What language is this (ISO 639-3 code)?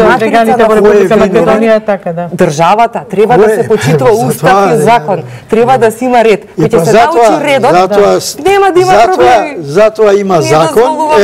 mkd